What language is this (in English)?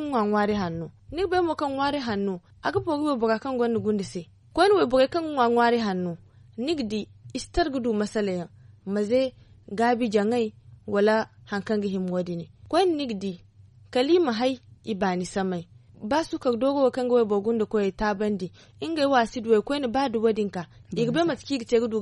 Zarma